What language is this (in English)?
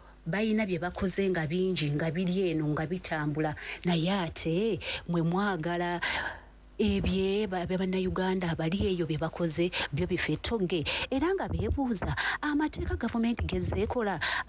Ganda